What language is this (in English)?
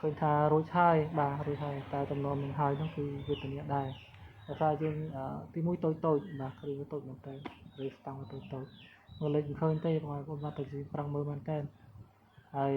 Khmer